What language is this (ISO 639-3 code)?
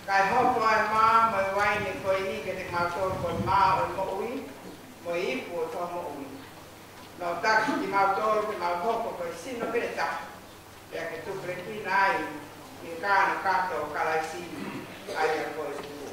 ton